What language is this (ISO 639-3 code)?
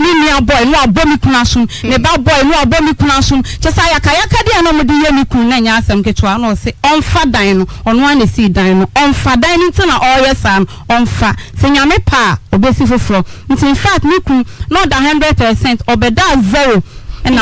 aka